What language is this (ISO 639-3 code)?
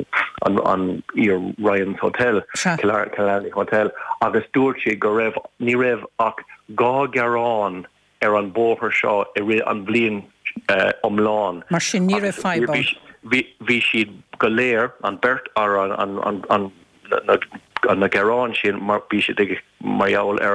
gle